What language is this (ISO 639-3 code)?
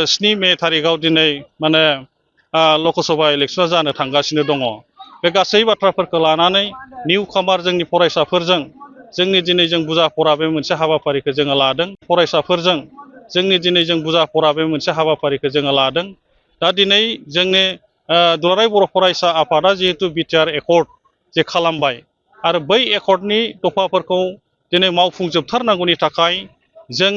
brx